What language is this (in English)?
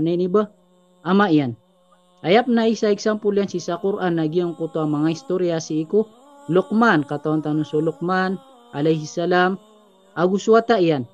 Maranao